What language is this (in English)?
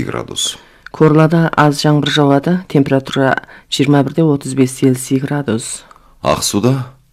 Kazakh